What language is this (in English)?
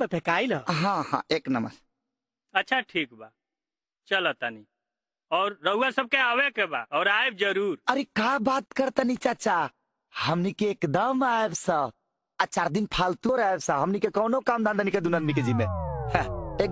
Bhojpuri